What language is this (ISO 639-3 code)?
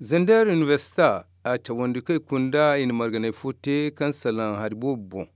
dje